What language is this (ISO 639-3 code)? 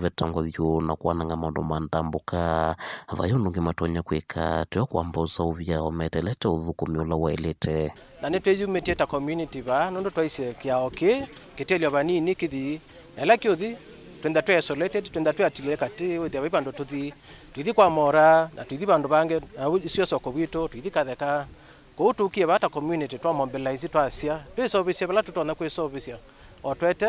kam